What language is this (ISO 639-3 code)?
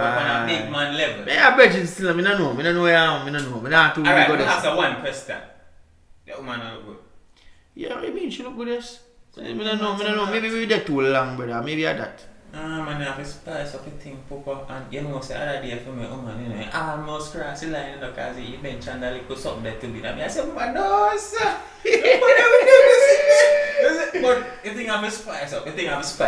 jam